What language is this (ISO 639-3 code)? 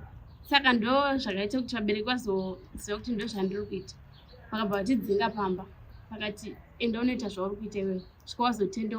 sna